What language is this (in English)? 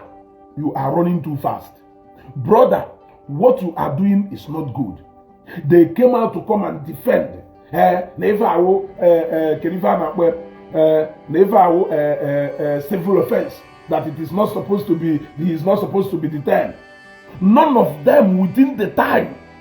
Igbo